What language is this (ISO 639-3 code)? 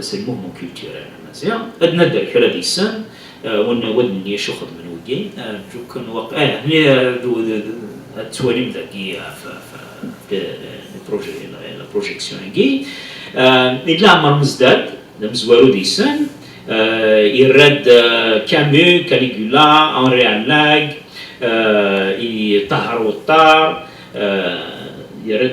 kab